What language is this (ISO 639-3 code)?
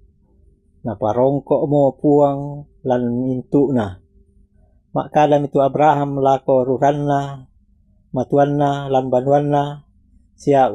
sda